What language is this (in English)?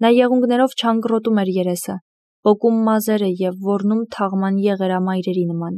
Armenian